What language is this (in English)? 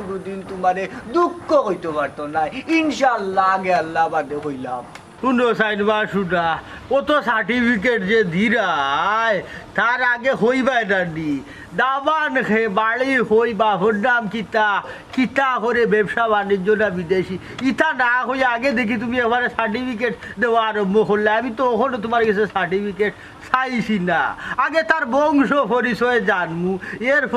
Sylheti